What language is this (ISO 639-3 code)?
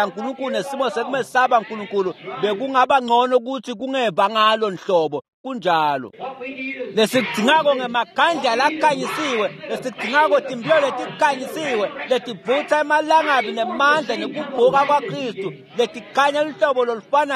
ssw